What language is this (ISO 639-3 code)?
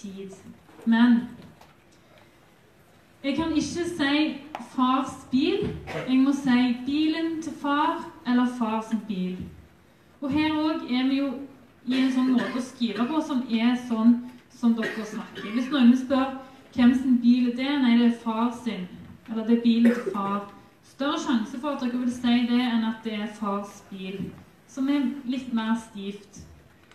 nor